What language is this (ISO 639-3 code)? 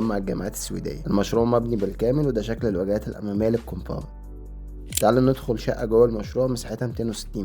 arz